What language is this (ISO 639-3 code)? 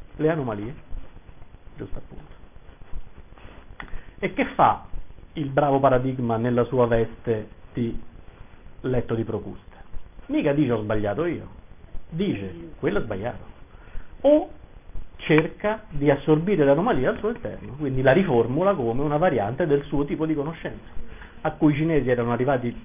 ita